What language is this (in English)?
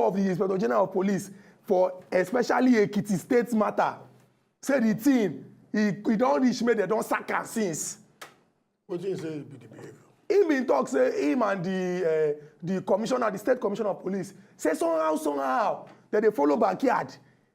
Nigerian Pidgin